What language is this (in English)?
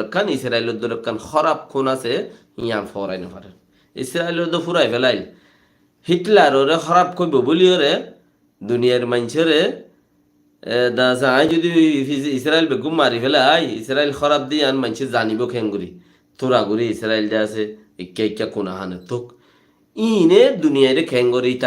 Rohingya